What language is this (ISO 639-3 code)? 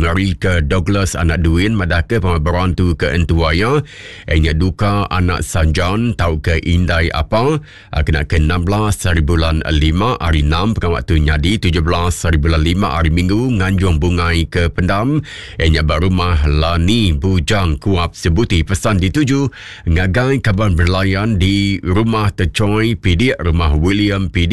iba